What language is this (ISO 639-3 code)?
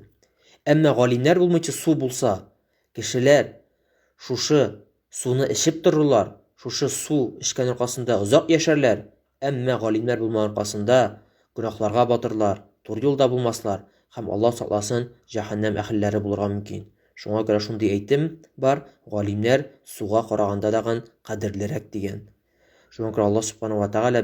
tat